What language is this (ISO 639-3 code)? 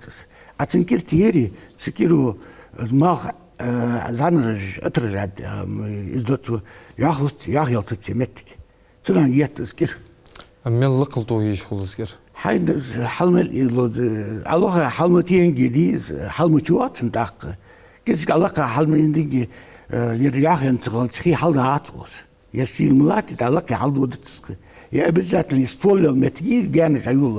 inh